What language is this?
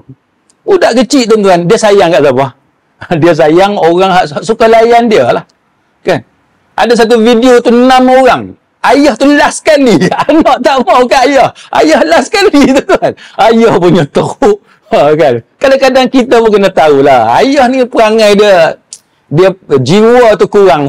Malay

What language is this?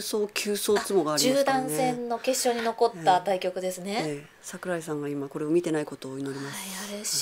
Japanese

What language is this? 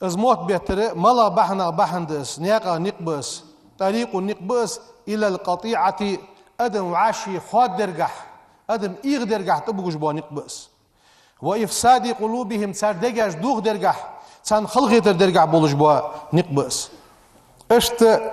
Ingush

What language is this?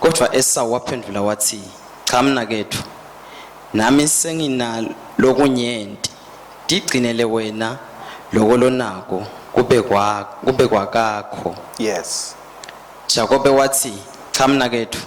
Swati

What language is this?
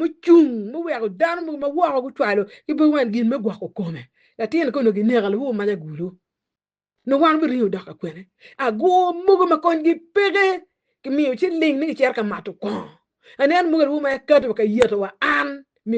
Acoli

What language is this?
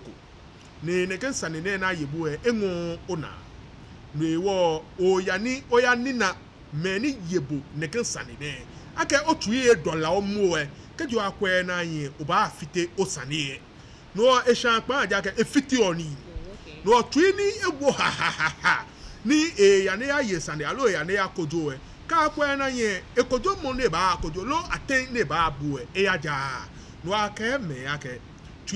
Ga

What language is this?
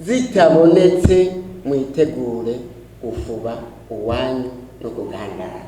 Rundi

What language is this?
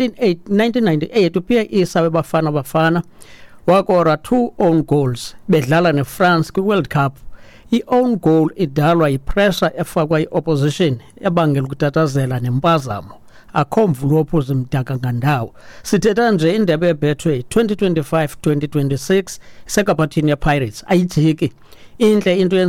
Xhosa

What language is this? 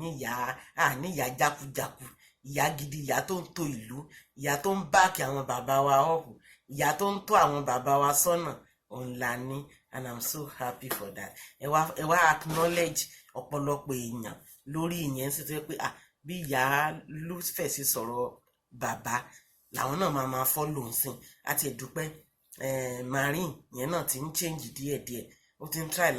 Yoruba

